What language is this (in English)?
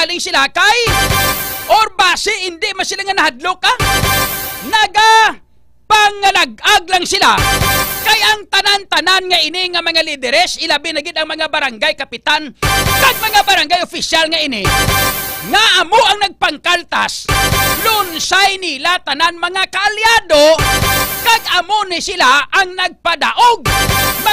Hiligaynon